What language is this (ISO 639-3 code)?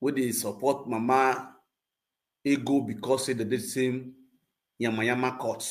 pcm